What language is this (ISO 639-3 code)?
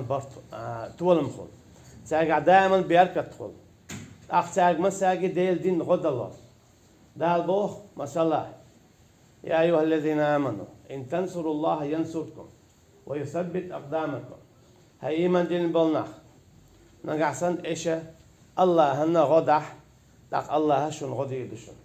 che